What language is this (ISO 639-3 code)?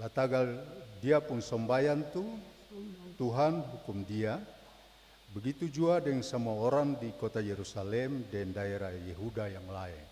abs